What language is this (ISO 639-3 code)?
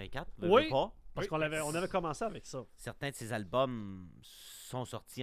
fra